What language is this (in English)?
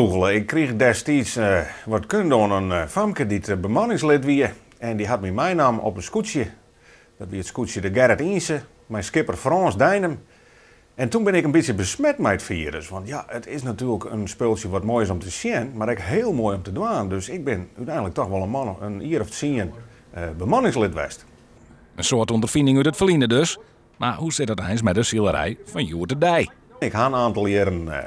Western Frisian